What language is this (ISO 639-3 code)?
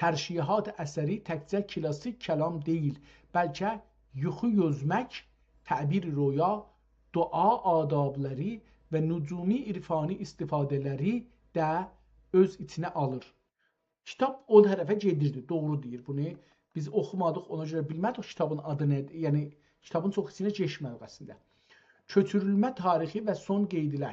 azb